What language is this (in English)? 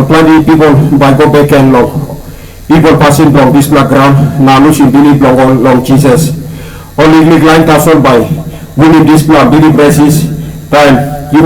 Tok Pisin